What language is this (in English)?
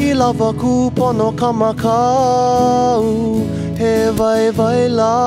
Hawaiian